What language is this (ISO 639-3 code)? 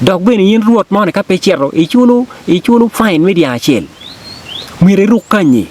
ach